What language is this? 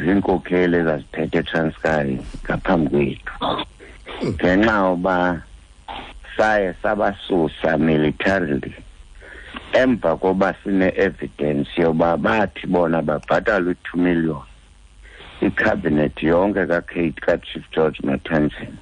Xhosa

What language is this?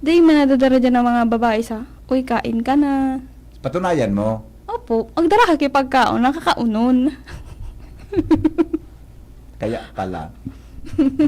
Bikol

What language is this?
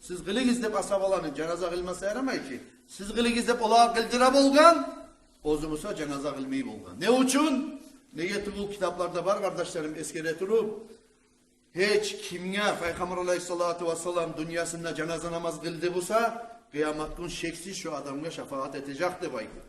Kumyk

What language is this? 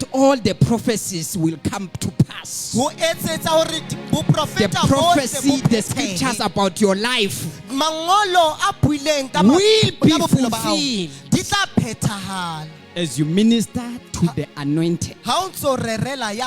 Southern Sotho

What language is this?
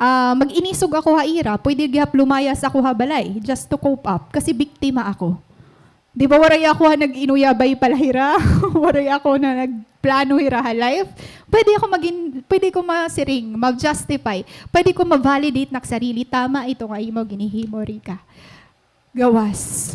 Waray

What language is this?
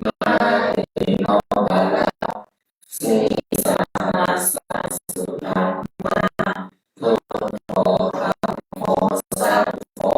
Pali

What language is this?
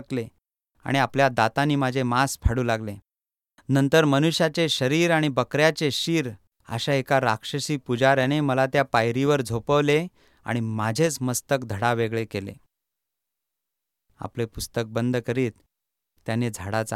Marathi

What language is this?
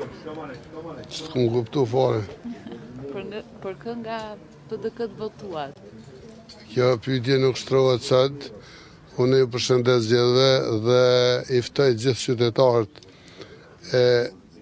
Albanian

